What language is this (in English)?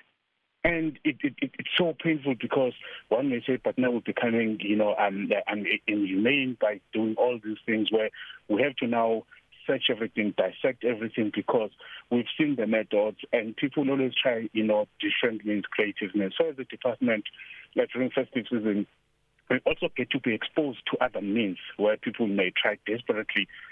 English